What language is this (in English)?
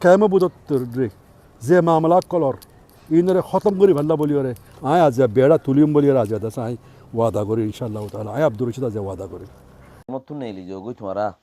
Rohingya